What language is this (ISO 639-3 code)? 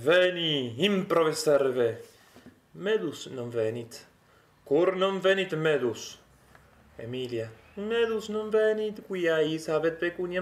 lat